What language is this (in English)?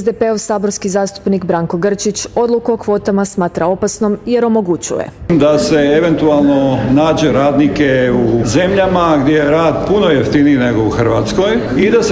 Croatian